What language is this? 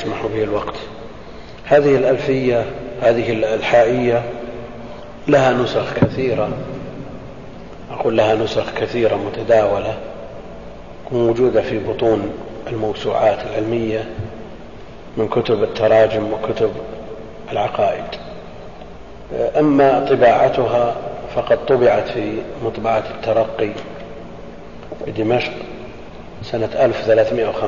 Arabic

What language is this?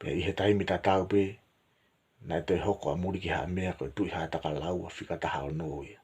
Tongan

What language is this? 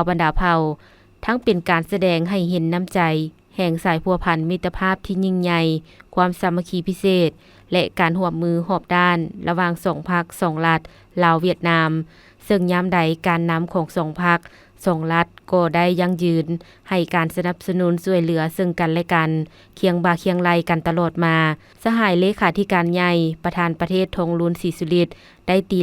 Lao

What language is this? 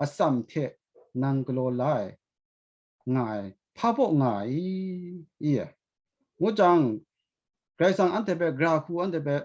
Kachin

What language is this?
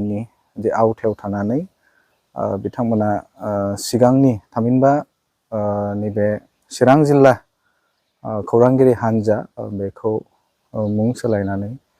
Bodo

